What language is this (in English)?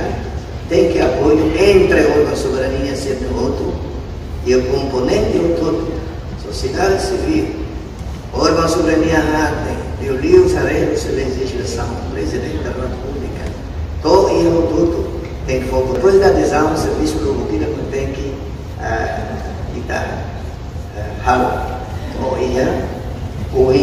Tetum